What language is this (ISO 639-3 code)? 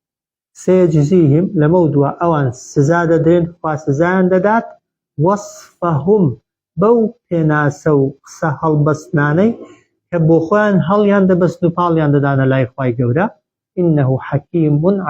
ckb